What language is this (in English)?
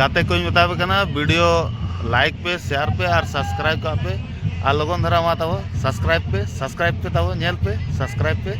Santali